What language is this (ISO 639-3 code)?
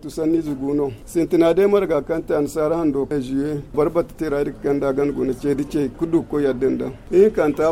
dje